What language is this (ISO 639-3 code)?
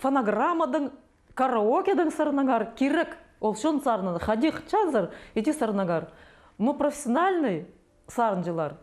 kjh